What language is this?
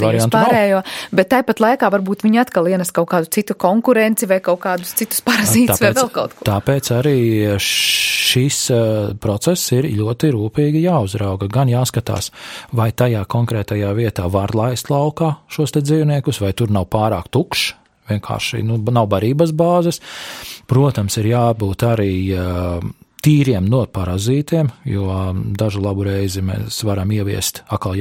Latvian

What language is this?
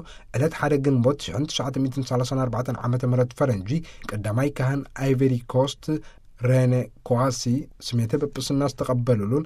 Tigrinya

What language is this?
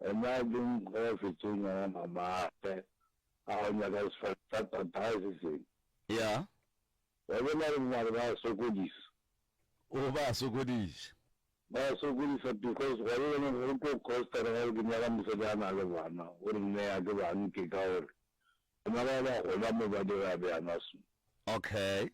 Northern Sotho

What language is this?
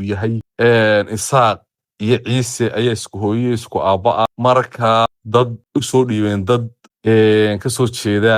Somali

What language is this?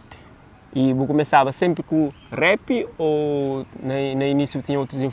Kabuverdianu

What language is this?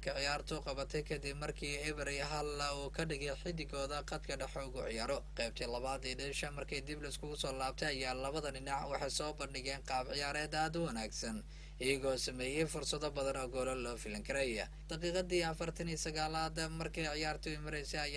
Somali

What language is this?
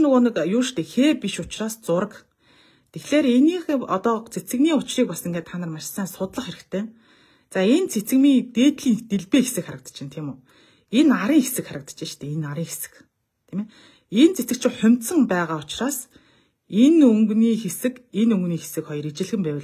Mongolian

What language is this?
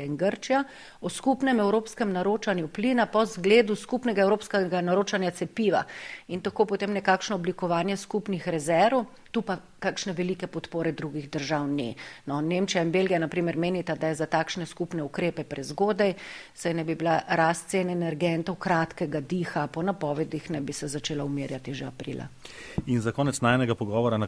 Slovenian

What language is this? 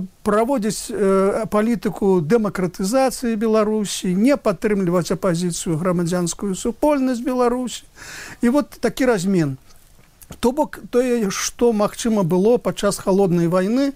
Belarusian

